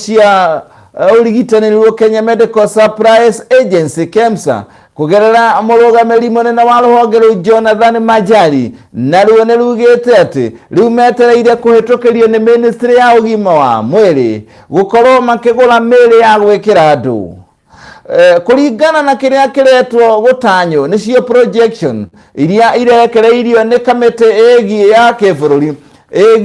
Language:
Kikuyu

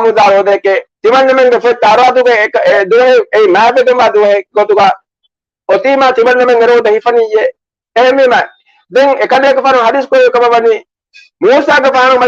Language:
Divehi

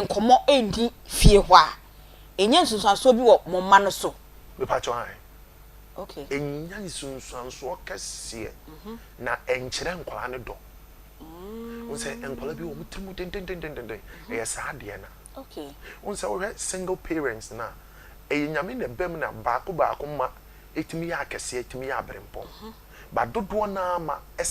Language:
Akan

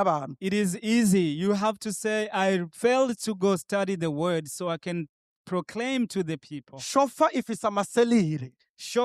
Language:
Rundi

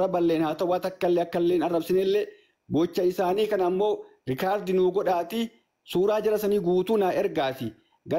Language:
Oromo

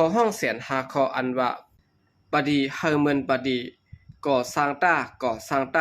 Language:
Shan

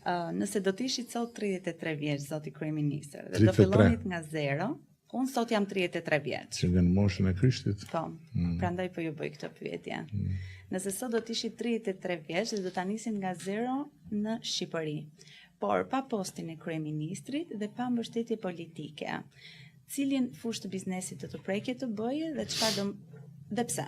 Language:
Albanian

